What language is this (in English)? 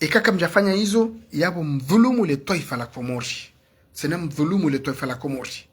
Ngazidja Comorian